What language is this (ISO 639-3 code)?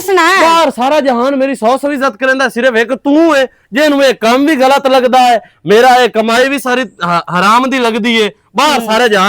lah